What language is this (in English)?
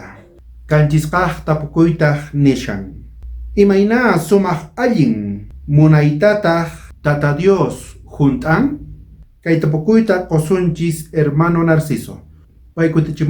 South Bolivian Quechua